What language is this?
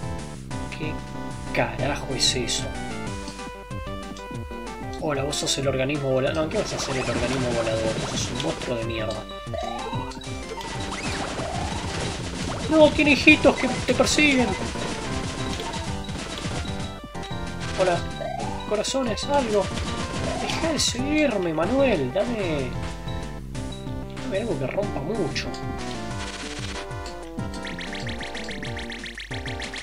Spanish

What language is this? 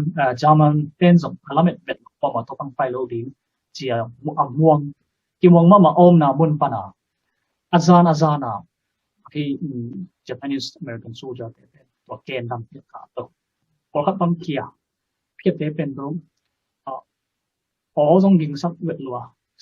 Tedim Chin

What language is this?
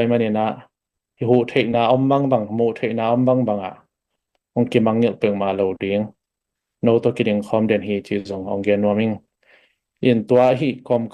Tedim Chin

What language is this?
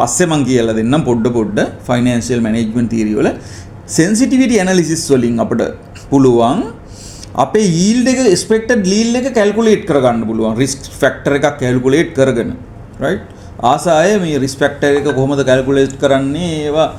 Sinhala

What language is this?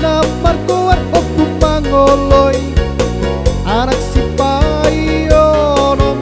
Batak Toba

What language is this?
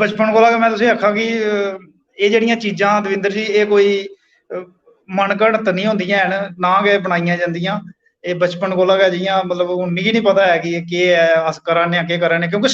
Dogri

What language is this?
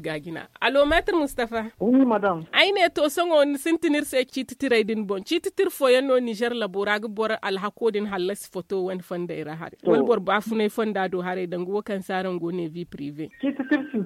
Zarma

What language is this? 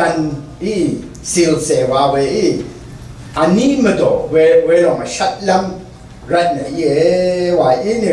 Rawang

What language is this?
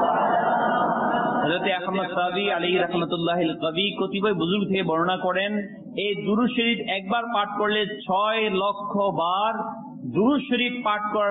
Bangla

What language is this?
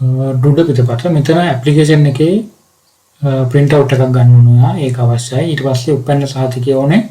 Sinhala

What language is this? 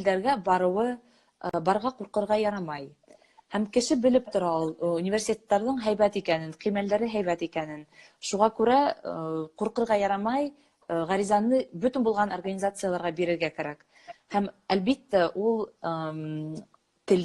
Bashkir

